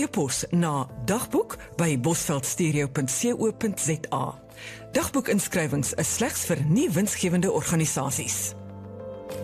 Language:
Afrikaans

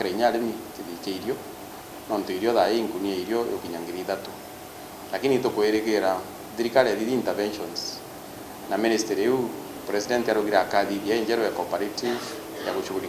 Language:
Meru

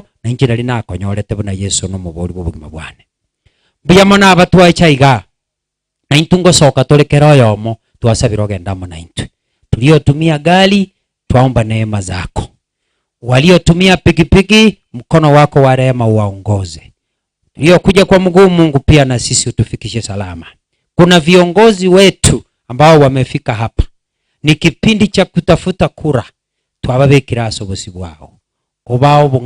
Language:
Gusii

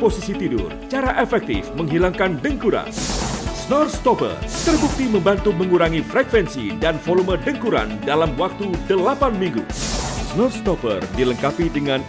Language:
Indonesian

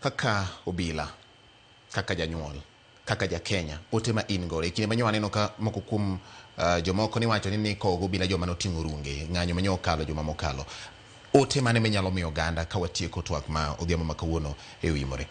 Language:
Luo (Kenya and Tanzania)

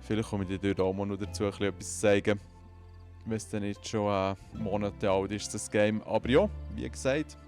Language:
Swiss German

